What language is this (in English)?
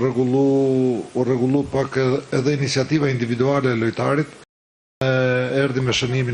Albanian